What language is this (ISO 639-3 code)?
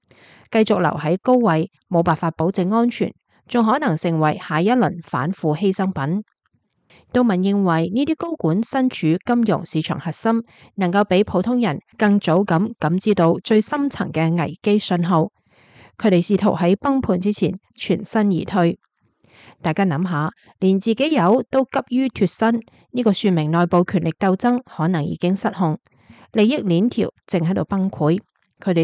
yue